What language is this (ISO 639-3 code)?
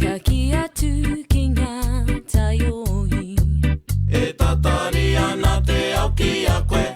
mri